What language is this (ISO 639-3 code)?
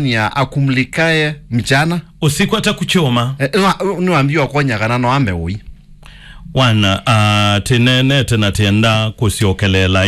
kam